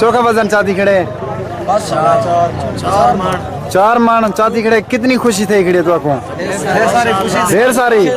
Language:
Saraiki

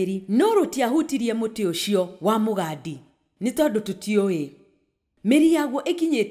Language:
Kikuyu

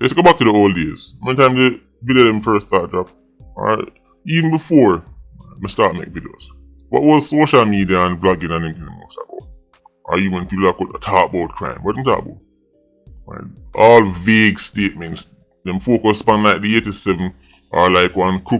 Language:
Jamaican Creole English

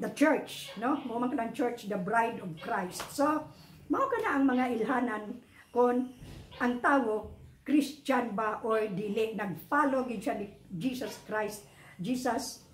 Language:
Cebuano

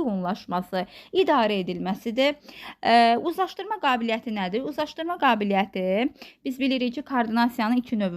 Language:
Azerbaijani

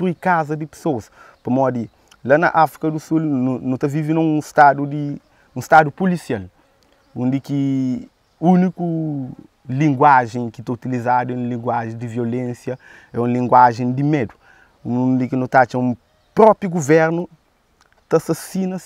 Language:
Kabuverdianu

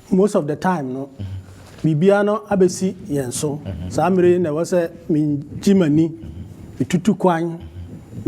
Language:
Akan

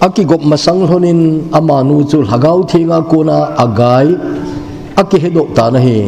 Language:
Thado Chin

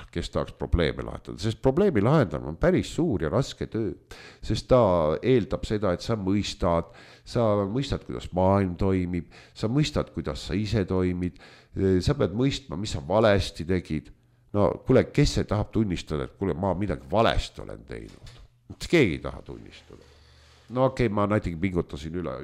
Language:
Estonian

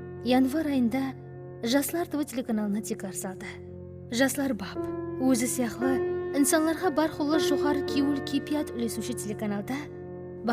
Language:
Kara-Kalpak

